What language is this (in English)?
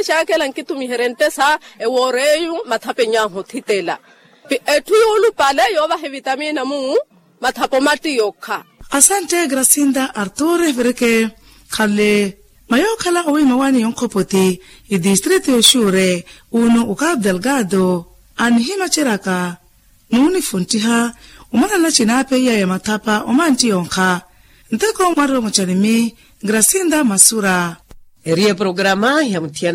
Makhuwa